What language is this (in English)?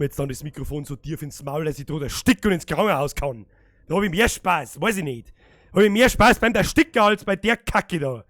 Bavarian